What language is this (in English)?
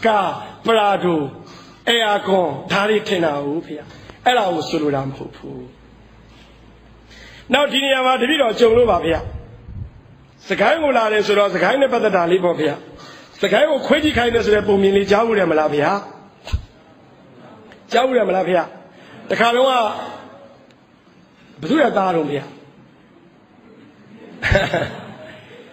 Burmese